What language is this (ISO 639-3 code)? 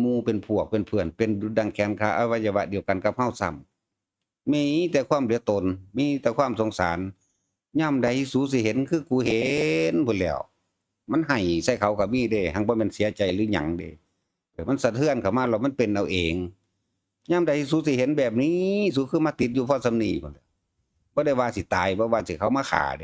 tts